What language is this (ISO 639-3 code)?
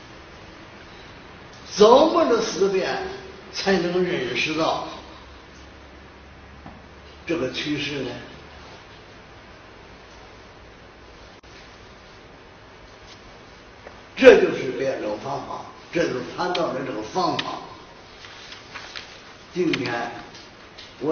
zho